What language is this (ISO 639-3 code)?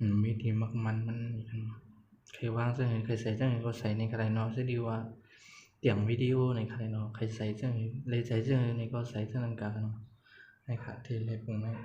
shn